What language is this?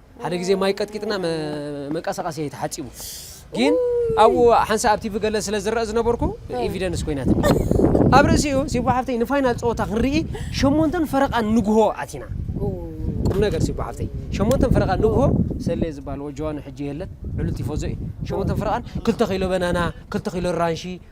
Tigrinya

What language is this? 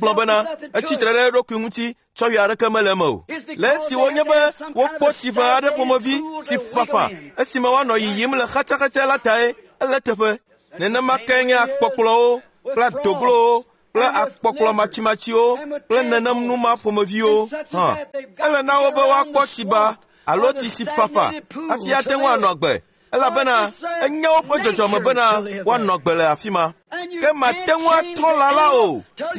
Ewe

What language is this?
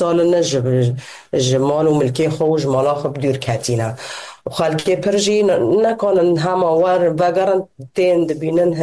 Kurdish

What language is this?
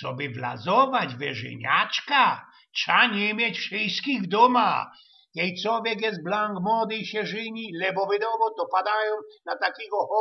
Silesian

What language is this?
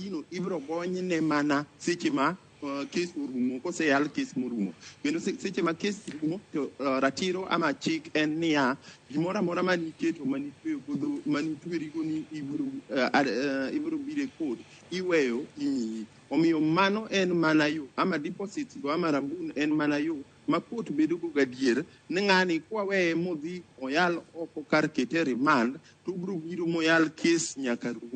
Luo (Kenya and Tanzania)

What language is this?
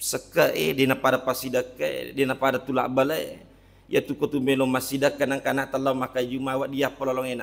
Buginese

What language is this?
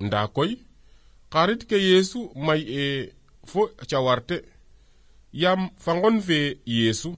Serer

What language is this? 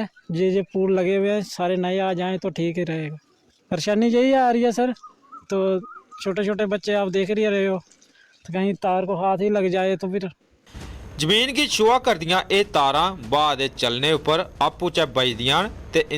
Dogri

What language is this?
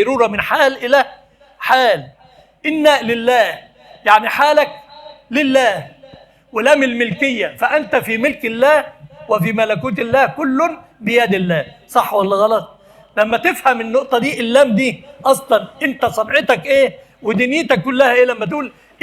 Egyptian Arabic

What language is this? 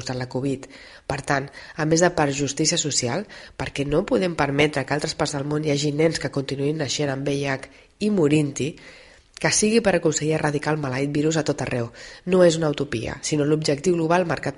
Catalan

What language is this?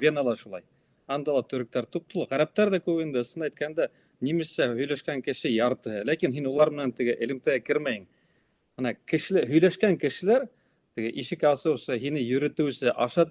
Bashkir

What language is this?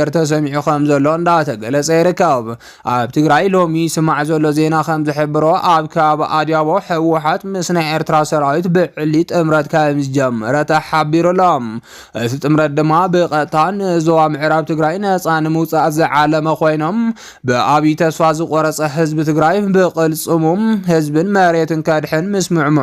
Tigrinya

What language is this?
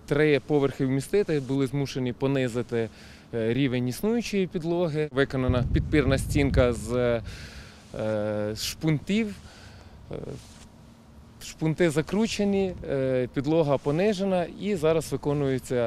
Ukrainian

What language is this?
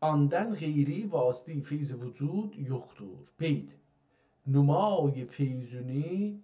South Azerbaijani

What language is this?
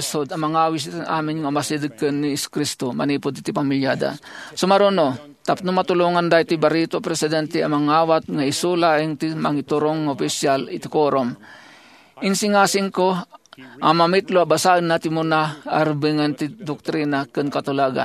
Iloko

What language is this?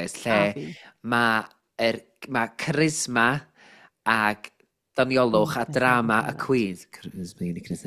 Welsh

